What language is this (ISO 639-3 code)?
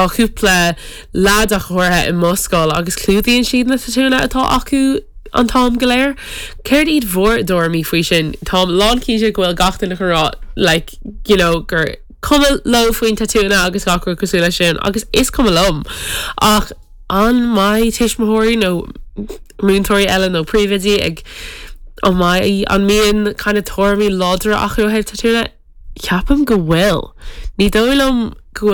gle